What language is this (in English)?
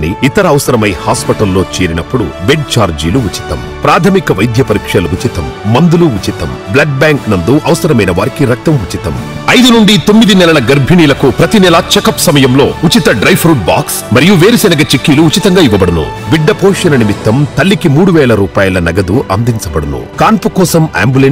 Telugu